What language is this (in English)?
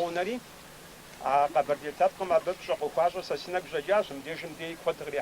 Kabardian